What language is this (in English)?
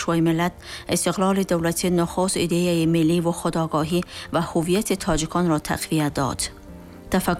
Tajik